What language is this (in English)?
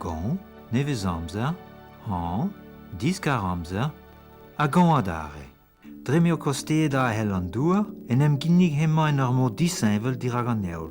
Breton